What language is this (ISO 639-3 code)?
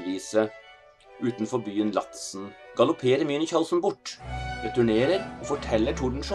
nor